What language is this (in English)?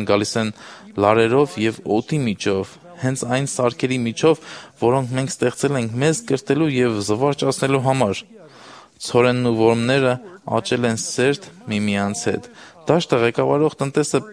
Armenian